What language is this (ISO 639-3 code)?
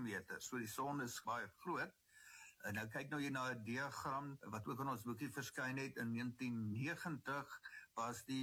afr